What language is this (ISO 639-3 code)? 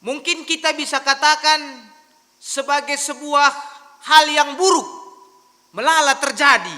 btx